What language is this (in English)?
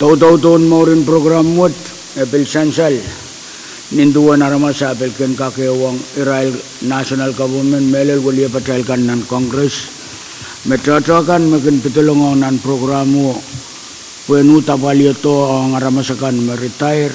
Pohnpeian